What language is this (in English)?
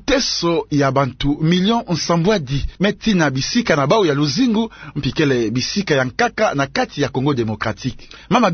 Kituba (Democratic Republic of Congo)